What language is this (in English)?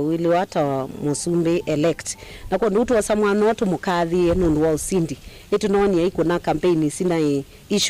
Kamba